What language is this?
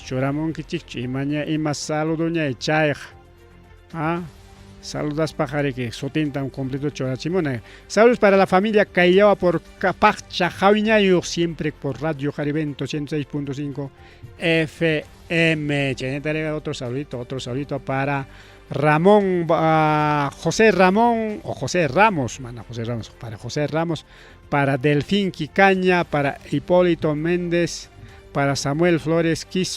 Ayacucho Quechua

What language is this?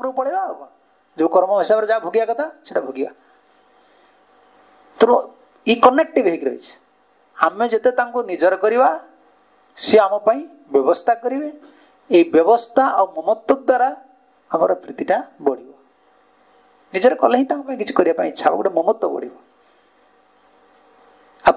Odia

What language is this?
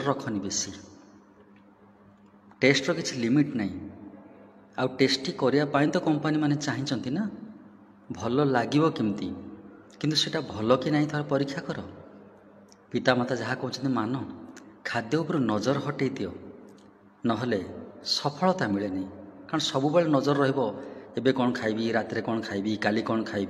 Odia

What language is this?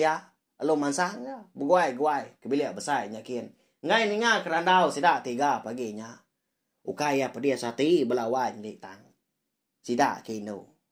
Iban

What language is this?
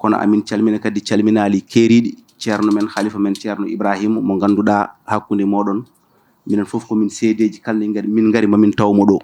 Fula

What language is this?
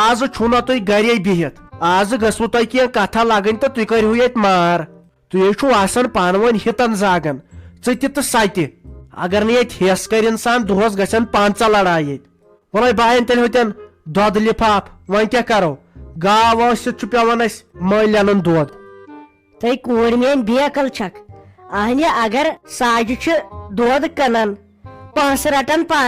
Kashmiri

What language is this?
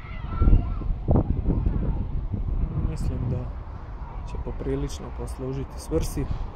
Croatian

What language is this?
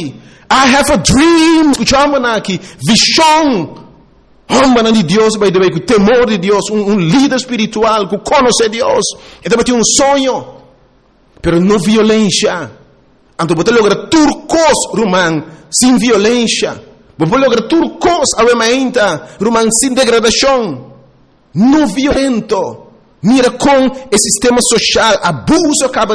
Papiamento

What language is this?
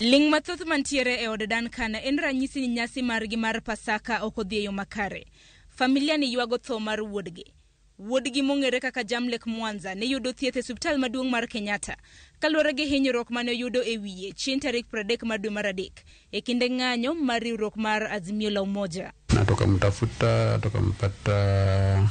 Luo (Kenya and Tanzania)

